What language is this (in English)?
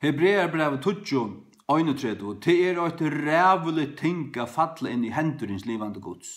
Faroese